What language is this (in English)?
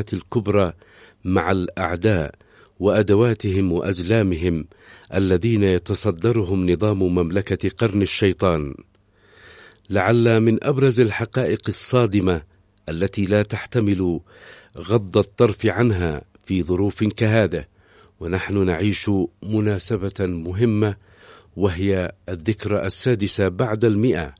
Arabic